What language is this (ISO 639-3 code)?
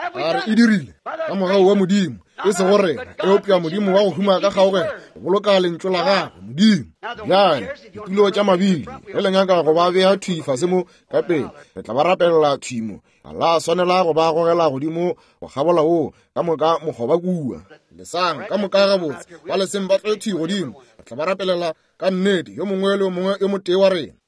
nso